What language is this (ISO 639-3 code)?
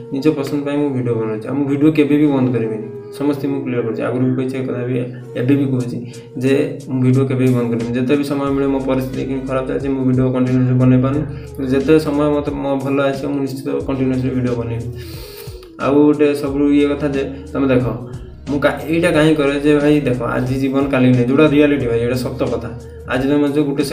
ori